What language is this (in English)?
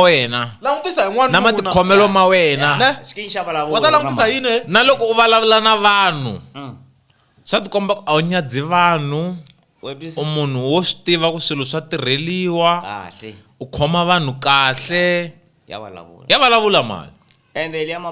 Tsonga